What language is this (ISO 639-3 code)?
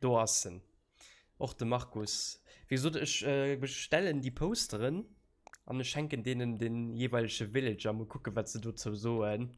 ltz